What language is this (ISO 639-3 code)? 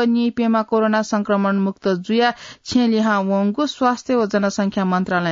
new